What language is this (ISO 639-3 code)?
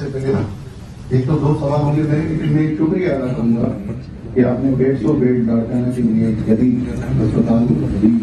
urd